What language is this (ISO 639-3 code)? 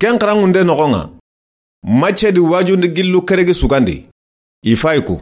snk